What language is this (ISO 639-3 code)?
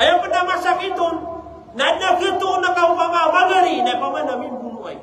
mrw